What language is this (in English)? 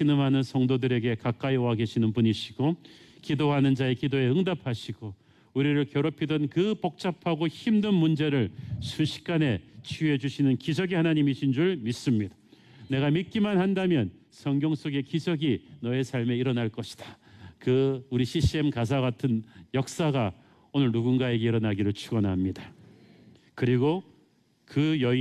Korean